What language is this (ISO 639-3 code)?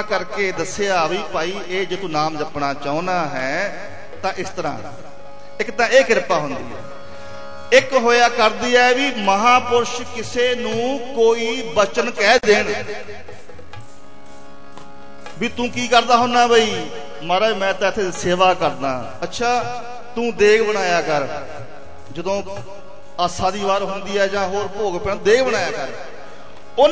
pan